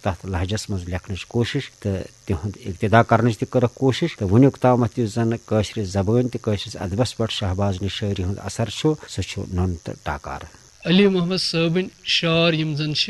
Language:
Kashmiri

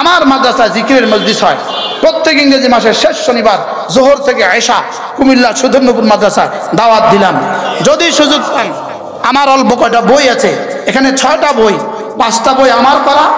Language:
Bangla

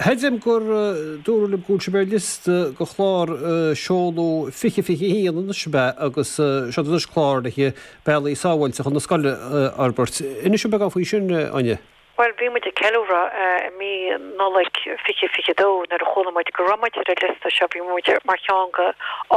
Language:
Irish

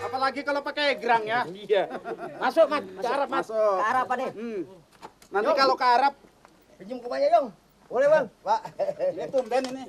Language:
Betawi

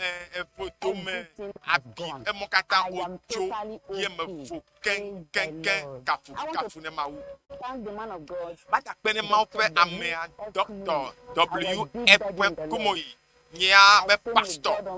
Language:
Ewe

